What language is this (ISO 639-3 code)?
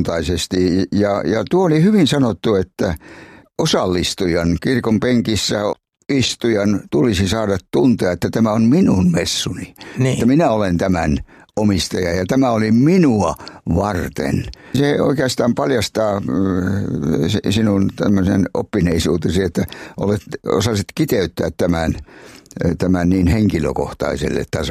fin